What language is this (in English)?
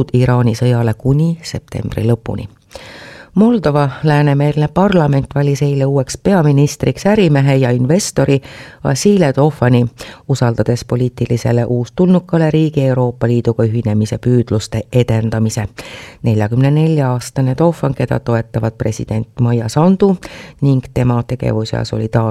Estonian